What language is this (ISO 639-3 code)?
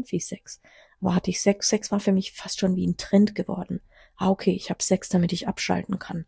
deu